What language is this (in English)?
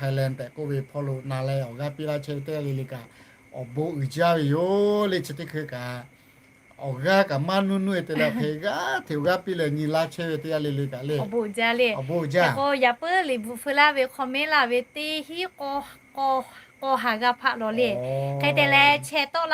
Lahu